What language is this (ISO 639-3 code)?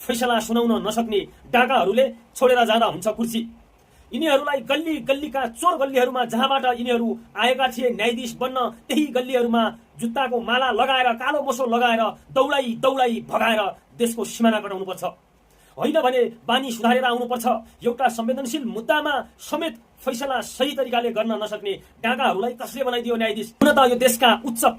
nep